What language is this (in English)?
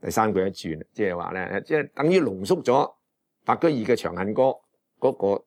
Cantonese